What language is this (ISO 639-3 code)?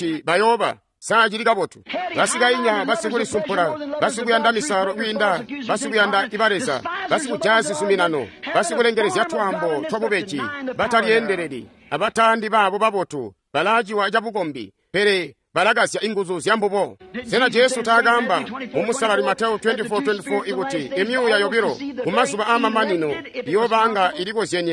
toi